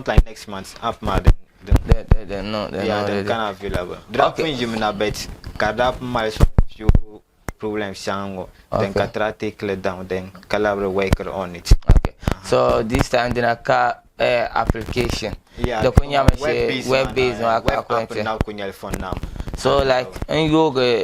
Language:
Dagbani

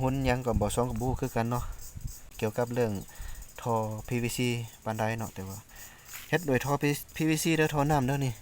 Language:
Lao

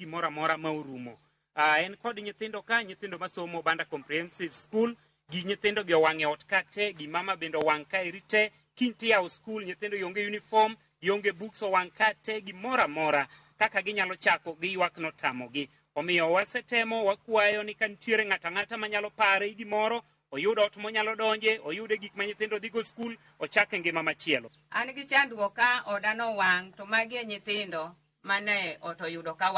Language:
Luo (Kenya and Tanzania)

